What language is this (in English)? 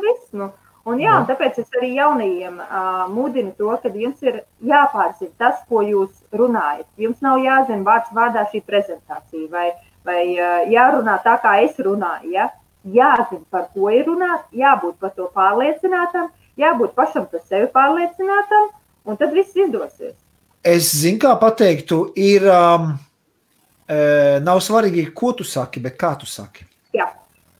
Latvian